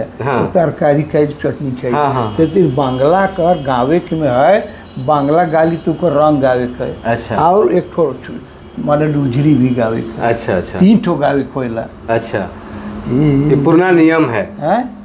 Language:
Sadri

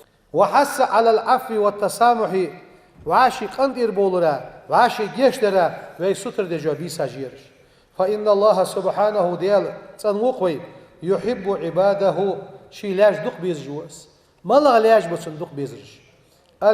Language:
Ingush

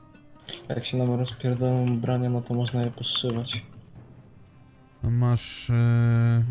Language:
Polish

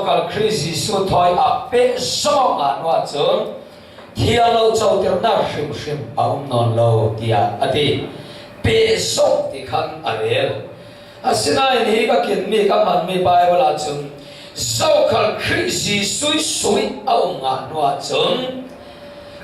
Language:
Falam Chin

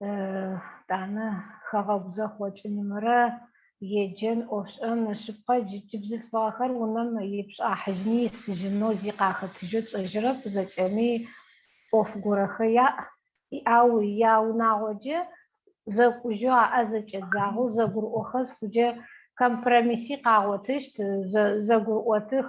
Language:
Adyghe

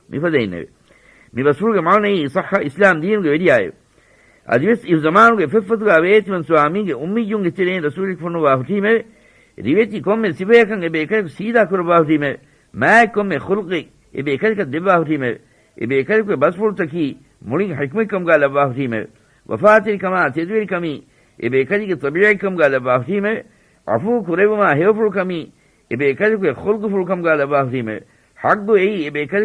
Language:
Divehi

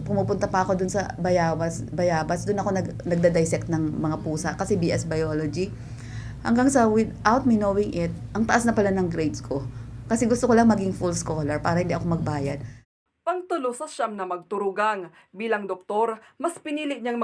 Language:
Bikol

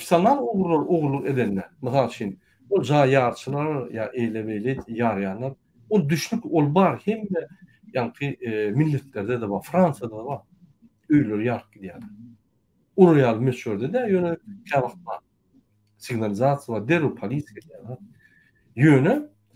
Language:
Turkmen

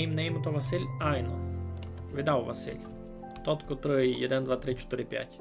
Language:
Rusyn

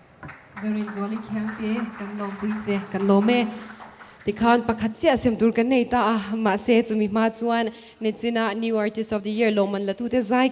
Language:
Mizo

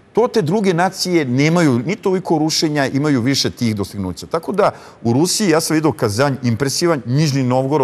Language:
Serbian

